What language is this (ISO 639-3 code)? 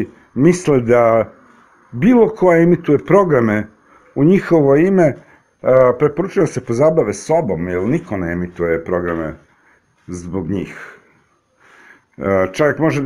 srp